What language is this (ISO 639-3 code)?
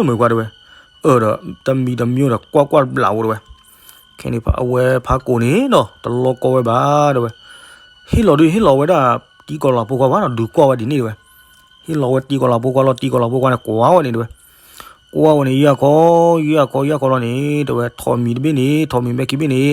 ksw